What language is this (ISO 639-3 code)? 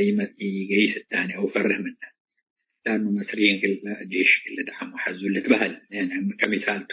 tig